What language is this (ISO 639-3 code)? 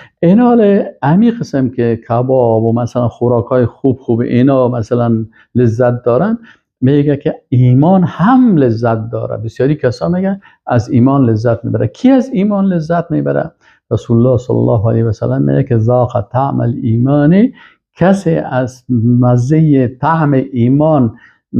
fas